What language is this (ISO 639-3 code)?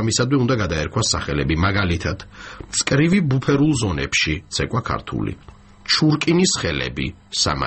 kat